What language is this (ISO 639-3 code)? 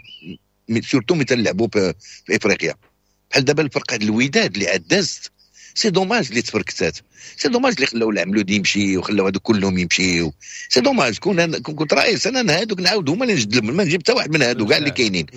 ary